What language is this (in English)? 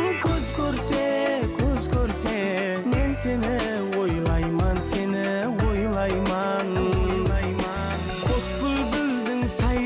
Kara-Kalpak